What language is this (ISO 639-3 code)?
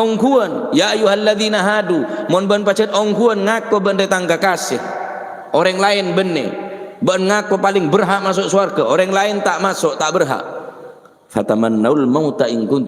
mad